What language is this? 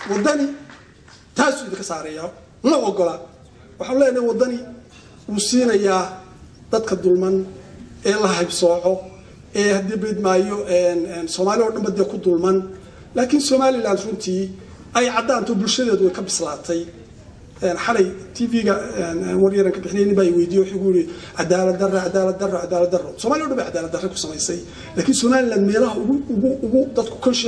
Somali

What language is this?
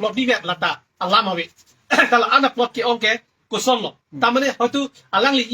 Karbi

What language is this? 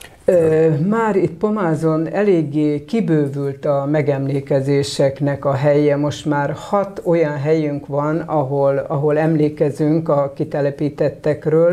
Hungarian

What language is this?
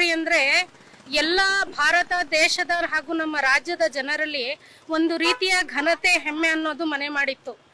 Kannada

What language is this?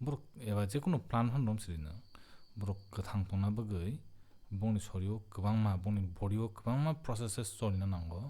Kok Borok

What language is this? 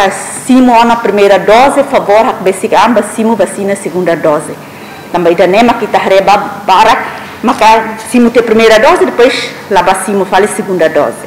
Tetum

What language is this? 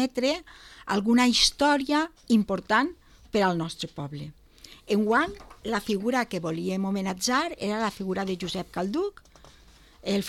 Catalan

